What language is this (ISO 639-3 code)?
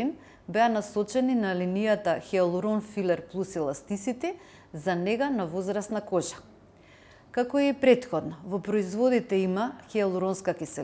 mkd